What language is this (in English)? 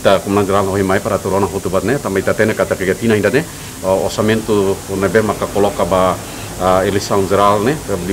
Tetum